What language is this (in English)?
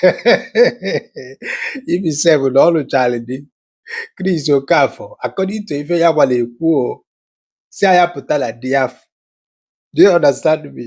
Igbo